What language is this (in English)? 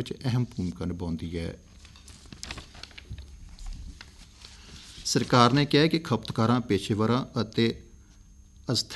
Punjabi